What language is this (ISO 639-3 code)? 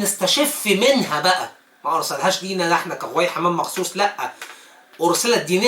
arz